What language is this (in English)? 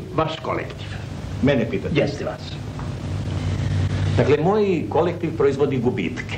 Serbian